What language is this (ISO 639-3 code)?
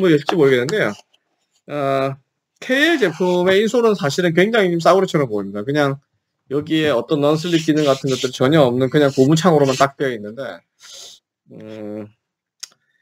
kor